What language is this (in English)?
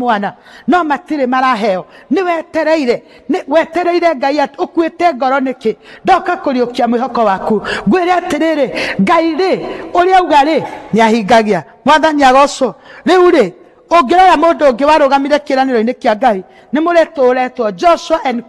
Kikuyu